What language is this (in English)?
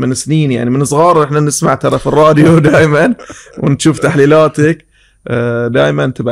Gulf Arabic